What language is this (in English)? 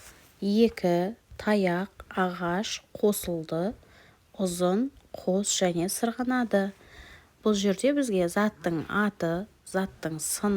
Kazakh